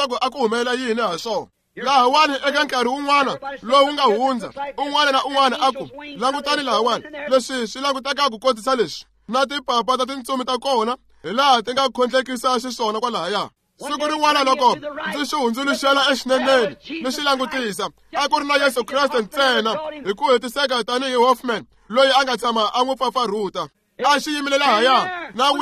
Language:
Tsonga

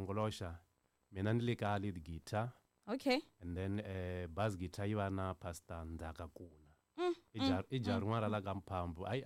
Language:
Tsonga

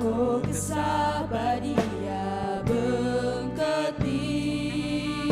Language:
Batak Karo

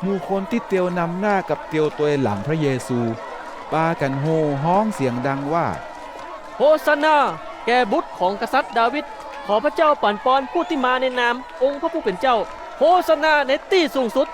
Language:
Northern Thai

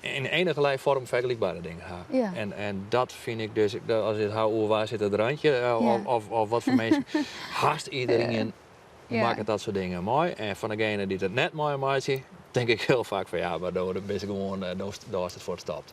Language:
Western Frisian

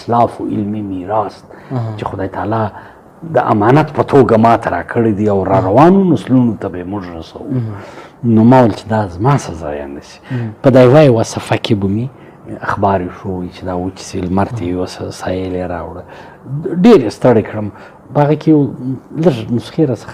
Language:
Pashto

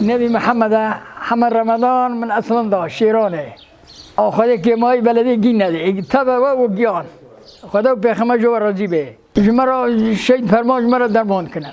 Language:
Kurdish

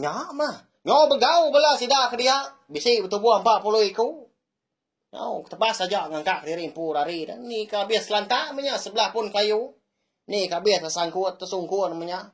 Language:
Iban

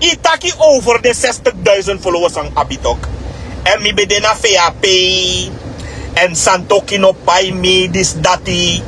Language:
Sranan Tongo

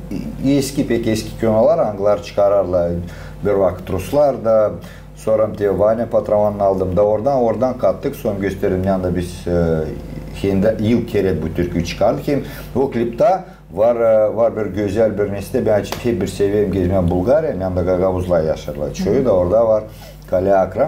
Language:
Gagauz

